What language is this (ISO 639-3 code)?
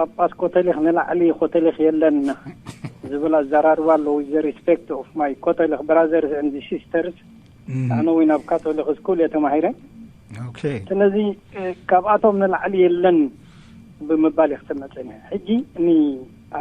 tir